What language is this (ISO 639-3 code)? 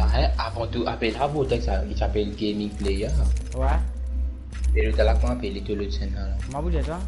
mfe